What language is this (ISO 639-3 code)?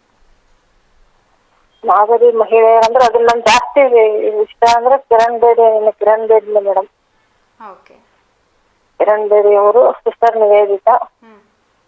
kan